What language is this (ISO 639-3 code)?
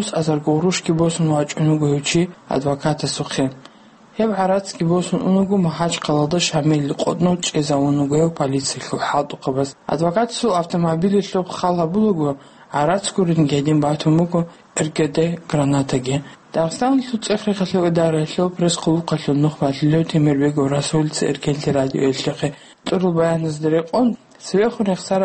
ava